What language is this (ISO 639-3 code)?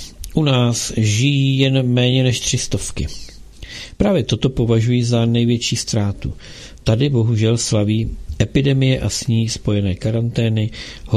ces